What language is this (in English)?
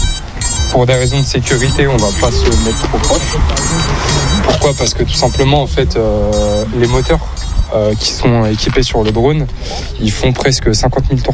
French